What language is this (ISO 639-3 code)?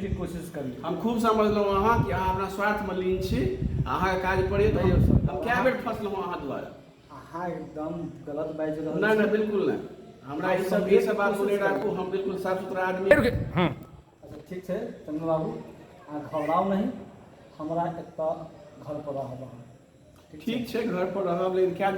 mai